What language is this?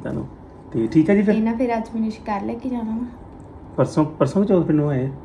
Punjabi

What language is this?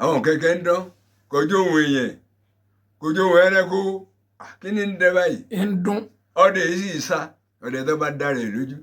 Yoruba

